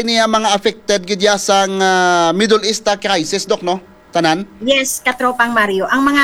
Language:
Hiligaynon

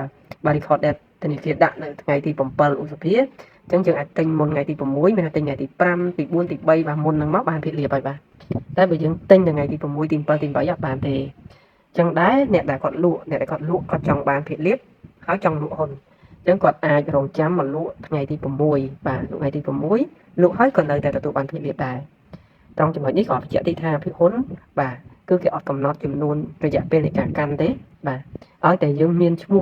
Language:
Khmer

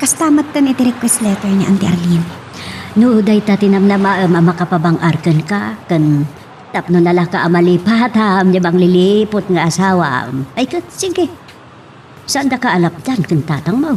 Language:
Iloko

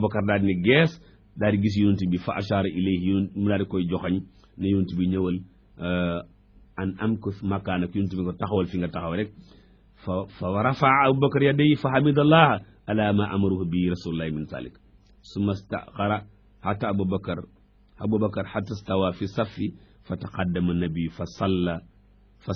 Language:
Wolof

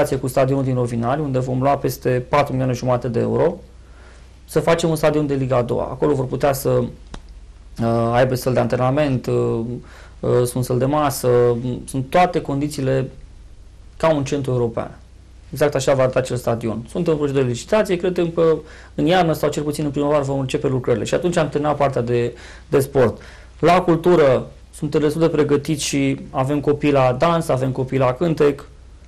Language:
Romanian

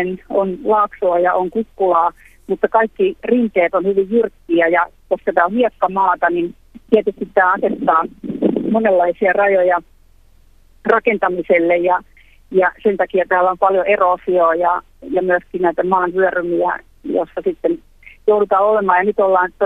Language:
Finnish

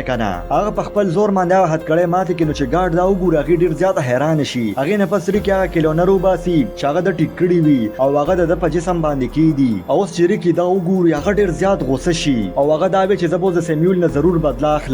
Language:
Pashto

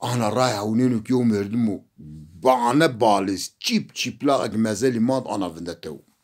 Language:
Zaza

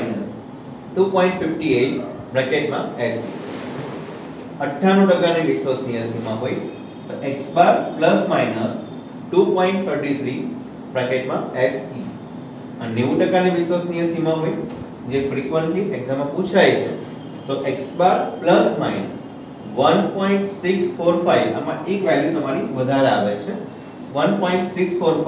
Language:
Gujarati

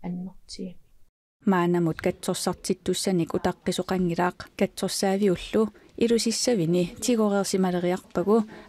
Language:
Kalaallisut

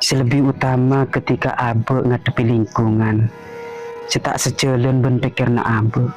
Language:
Madurese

